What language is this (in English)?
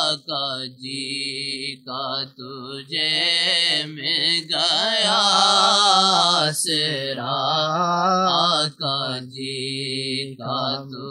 Urdu